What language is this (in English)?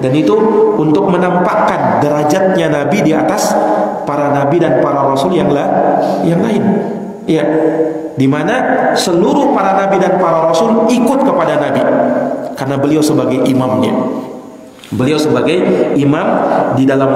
Indonesian